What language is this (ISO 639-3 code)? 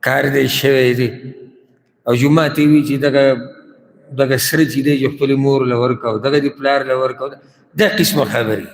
pus